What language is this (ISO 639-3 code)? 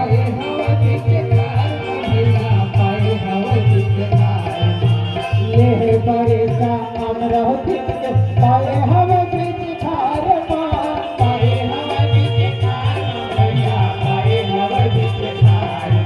hne